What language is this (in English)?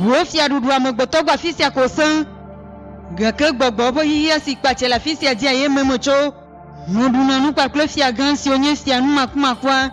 Ewe